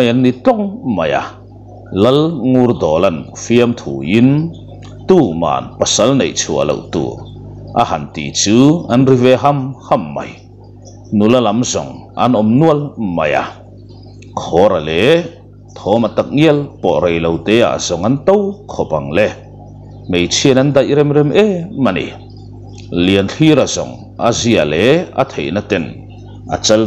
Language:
Mizo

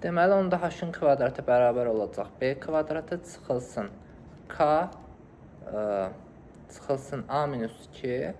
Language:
Azerbaijani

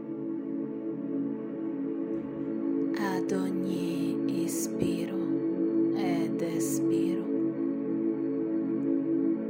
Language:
Italian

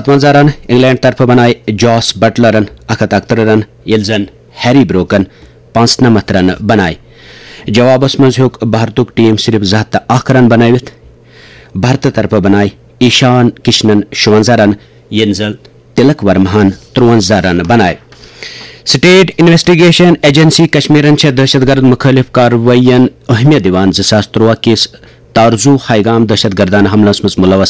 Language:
Kashmiri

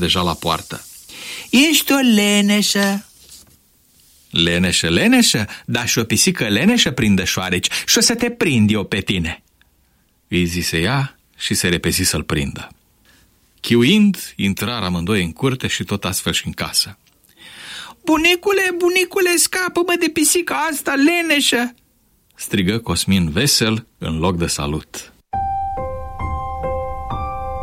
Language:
Romanian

